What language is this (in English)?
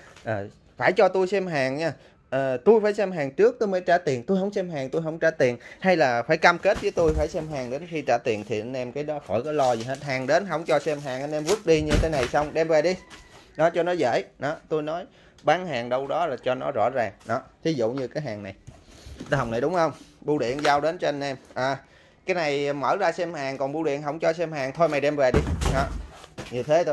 Vietnamese